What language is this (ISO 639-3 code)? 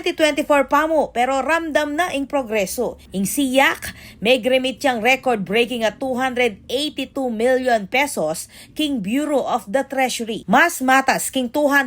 pam